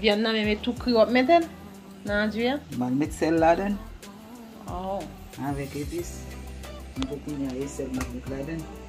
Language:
Haitian Creole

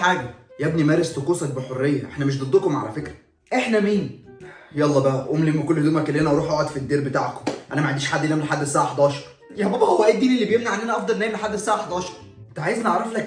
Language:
Egyptian Arabic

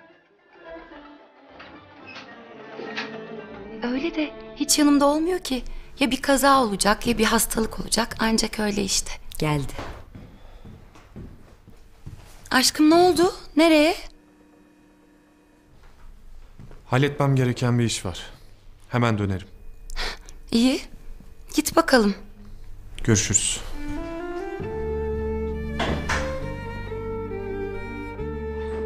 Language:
Turkish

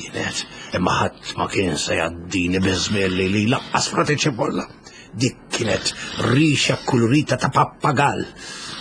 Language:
Maltese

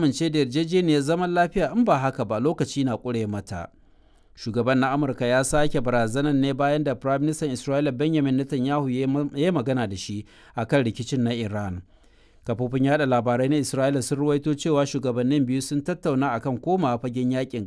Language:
Hausa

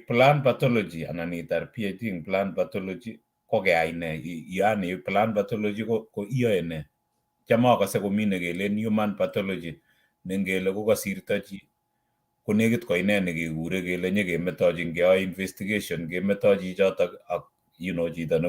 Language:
Kalenjin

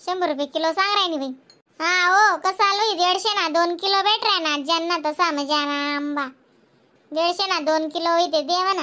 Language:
Khandesi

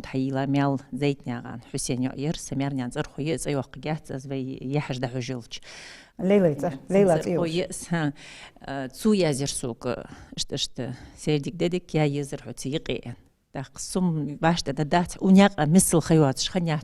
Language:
Ingush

